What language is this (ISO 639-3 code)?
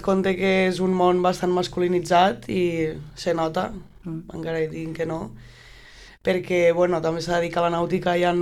cat